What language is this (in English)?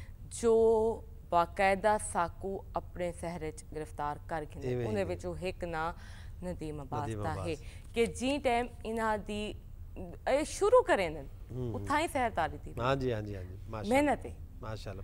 Saraiki